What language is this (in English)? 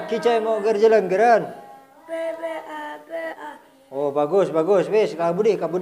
Madurese